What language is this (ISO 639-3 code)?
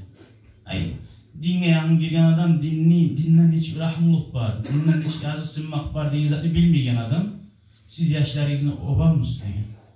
kum